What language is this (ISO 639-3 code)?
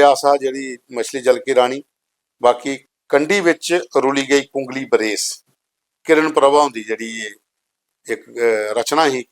doi